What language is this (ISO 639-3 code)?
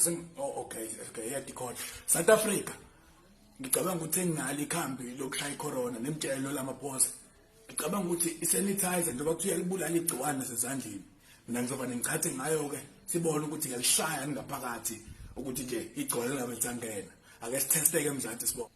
zul